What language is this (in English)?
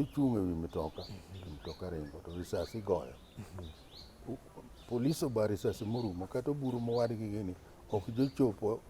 Luo (Kenya and Tanzania)